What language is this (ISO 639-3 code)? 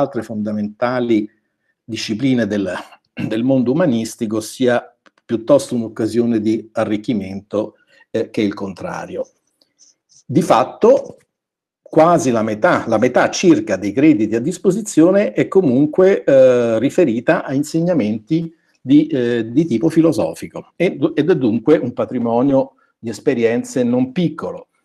ita